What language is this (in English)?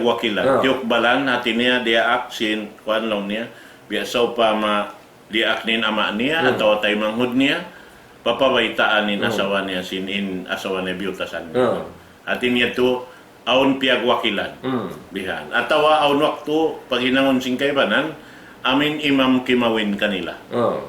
Tausug